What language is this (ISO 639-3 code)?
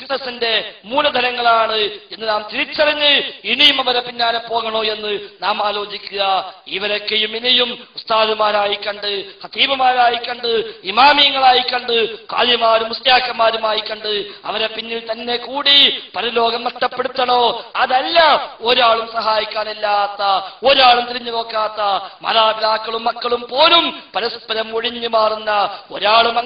mal